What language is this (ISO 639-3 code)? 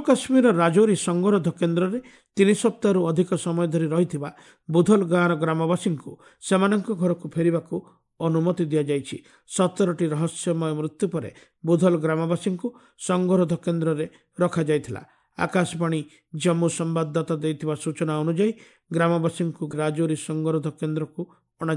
ori